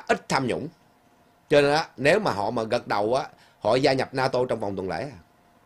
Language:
Vietnamese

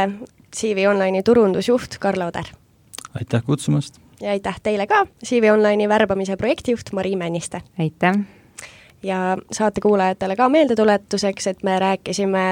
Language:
Estonian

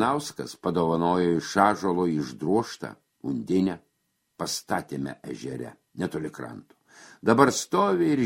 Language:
Lithuanian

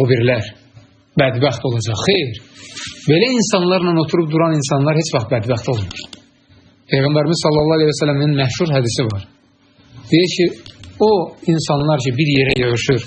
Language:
Azerbaijani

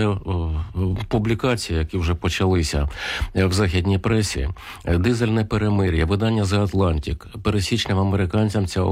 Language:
Ukrainian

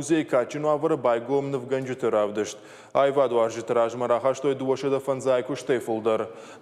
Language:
Ossetic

